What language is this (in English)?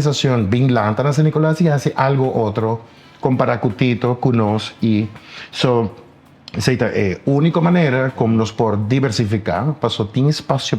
Papiamento